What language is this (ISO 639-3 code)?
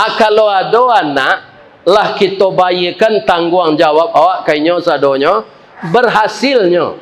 min